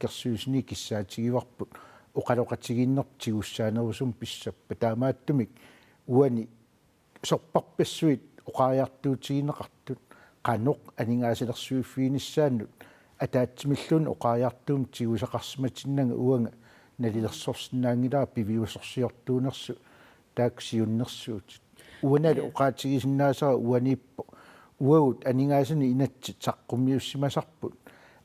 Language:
Kalaallisut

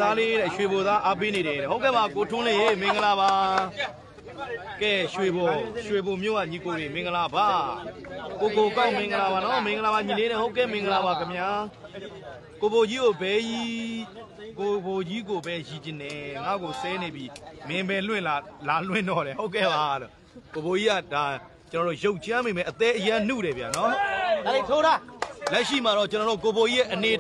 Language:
Burmese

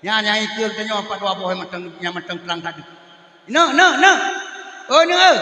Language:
Achinese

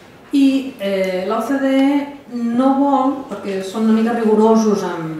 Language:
Catalan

